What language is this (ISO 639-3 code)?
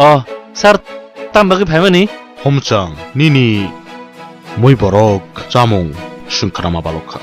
trp